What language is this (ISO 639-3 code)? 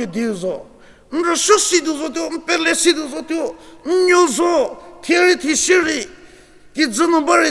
njm